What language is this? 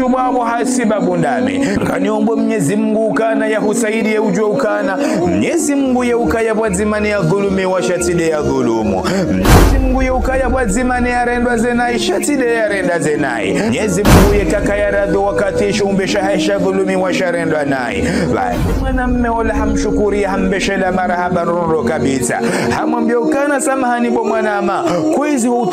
Ngazidja Comorian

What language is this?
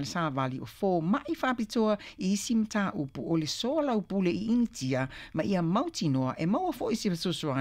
Samoan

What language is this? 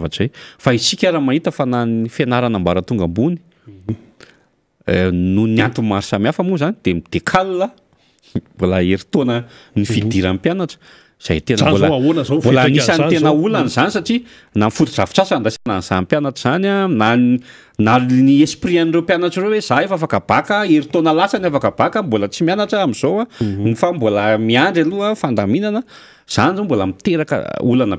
Malagasy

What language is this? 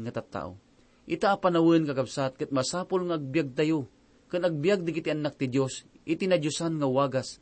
Iloko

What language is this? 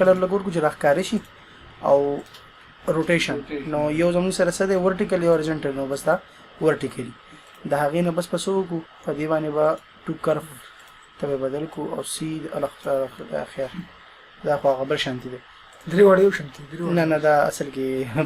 Pashto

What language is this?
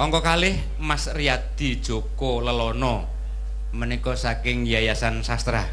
Javanese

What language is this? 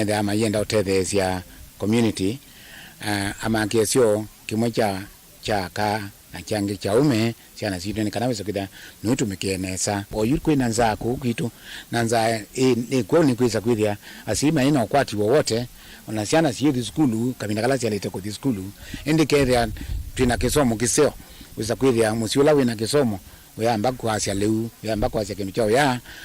Kamba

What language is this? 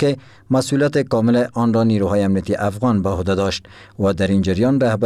Persian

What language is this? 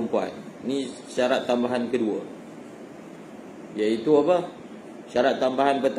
Malay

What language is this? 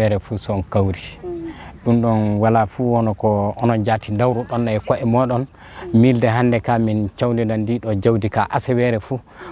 Fula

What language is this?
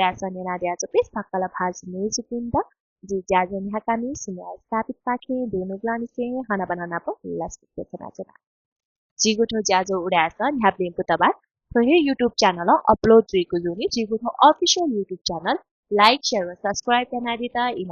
Newari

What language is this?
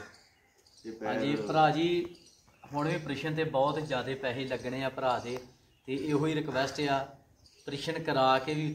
Punjabi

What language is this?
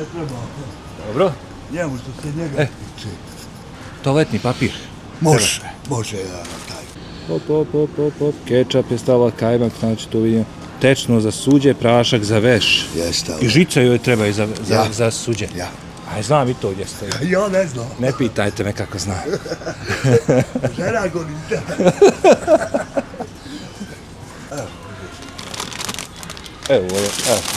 Bosnian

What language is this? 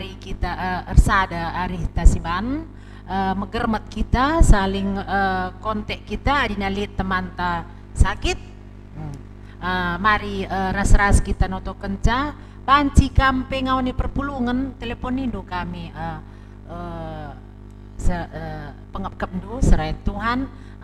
Batak Karo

